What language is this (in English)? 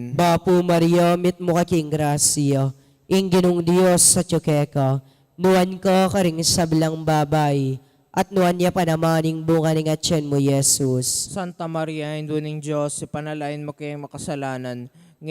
Pampanga